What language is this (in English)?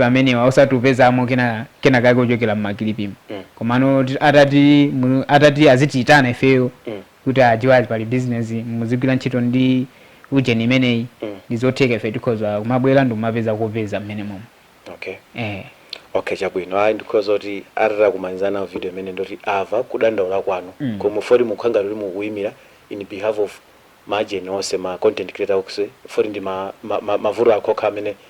Nyanja